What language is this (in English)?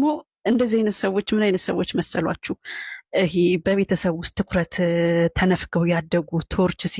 Amharic